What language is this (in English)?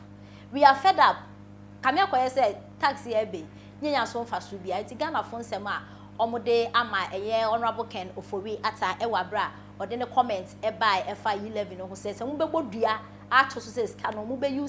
Akan